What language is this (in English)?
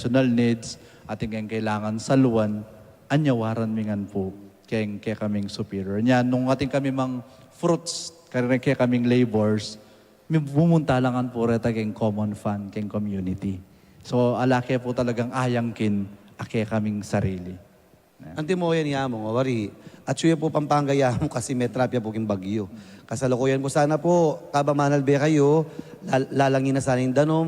Pampanga